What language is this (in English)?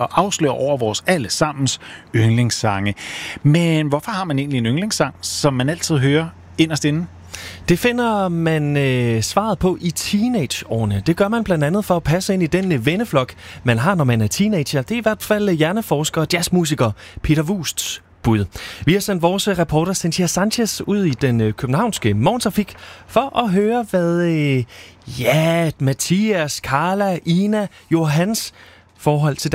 Danish